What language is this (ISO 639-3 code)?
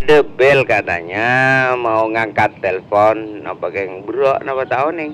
mad